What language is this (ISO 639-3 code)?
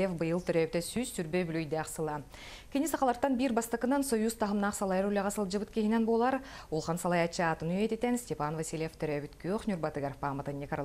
sah